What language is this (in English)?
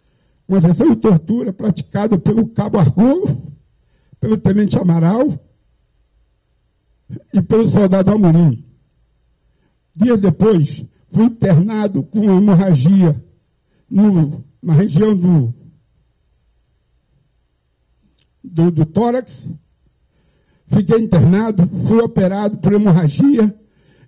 Portuguese